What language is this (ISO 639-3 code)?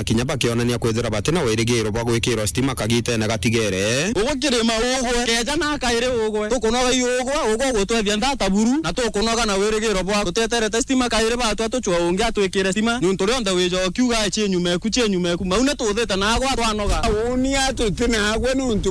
mer